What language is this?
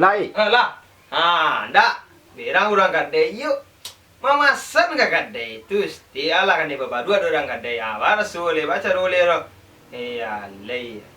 Minangkabau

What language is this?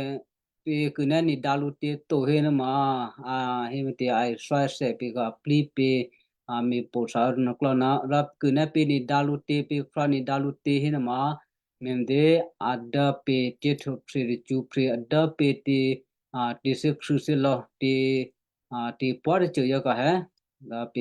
Western Kayah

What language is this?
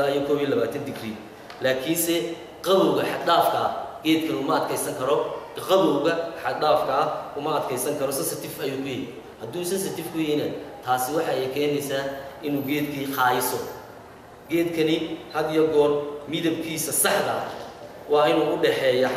Somali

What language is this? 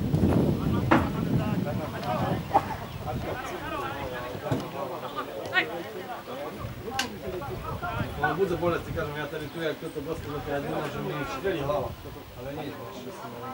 Slovak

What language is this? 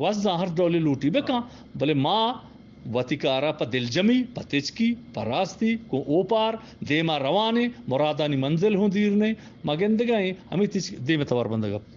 Eastern Balochi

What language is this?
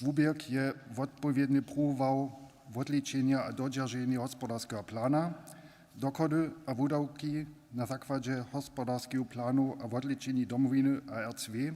Upper Sorbian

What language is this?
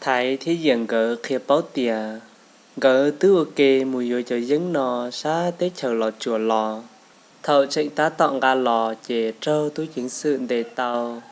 Hmong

